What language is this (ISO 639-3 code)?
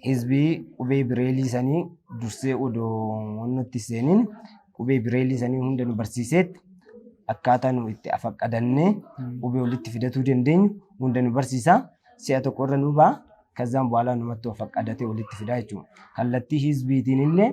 orm